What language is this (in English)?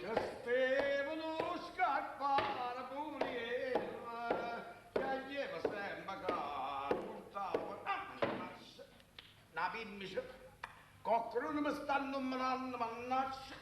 Neapolitan